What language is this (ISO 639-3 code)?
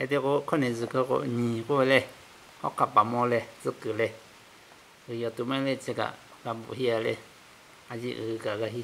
lhu